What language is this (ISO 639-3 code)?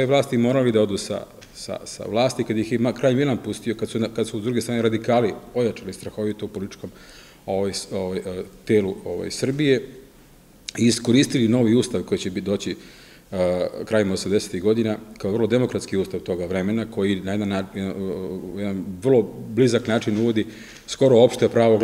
srp